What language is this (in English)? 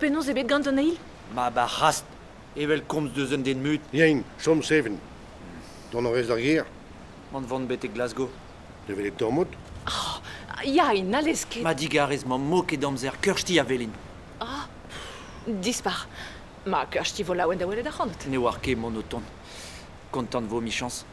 Breton